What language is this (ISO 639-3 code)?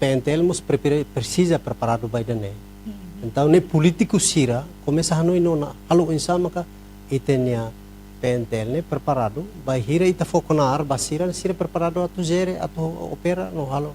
tet